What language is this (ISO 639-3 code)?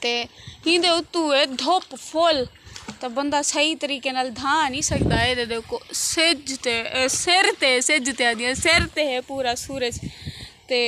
skr